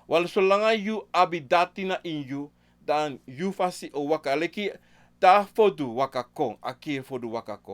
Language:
Sranan Tongo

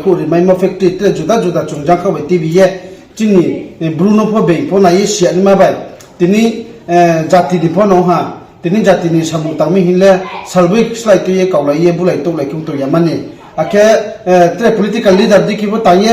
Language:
Riang (India)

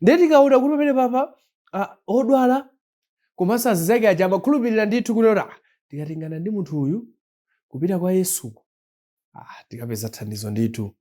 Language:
Nyanja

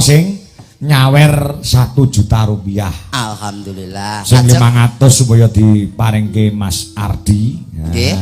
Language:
Javanese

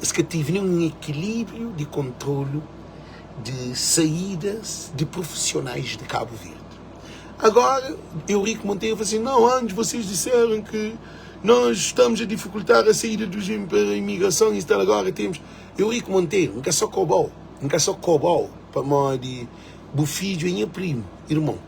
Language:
Kabuverdianu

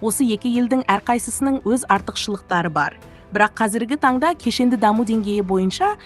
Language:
Kazakh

